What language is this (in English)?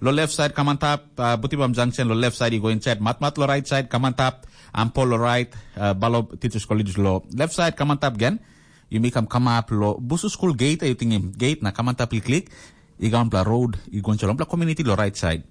Tok Pisin